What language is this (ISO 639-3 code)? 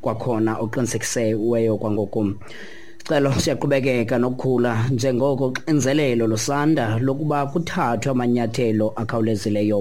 xho